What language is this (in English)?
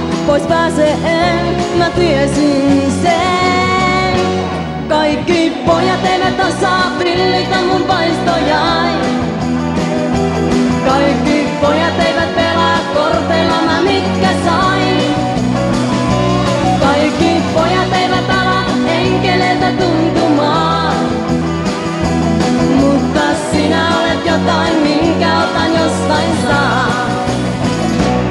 Finnish